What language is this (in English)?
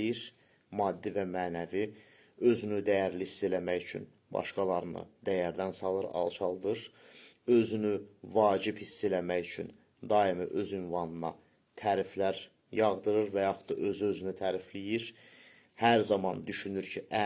Azerbaijani